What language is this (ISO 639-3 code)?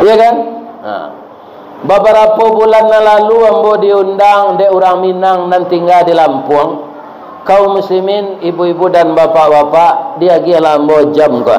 min